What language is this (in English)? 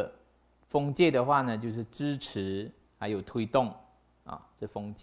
Chinese